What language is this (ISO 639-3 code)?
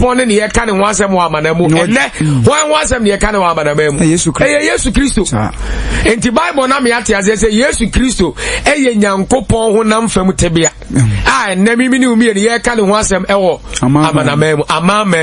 aka